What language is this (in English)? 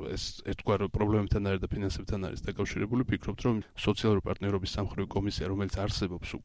Georgian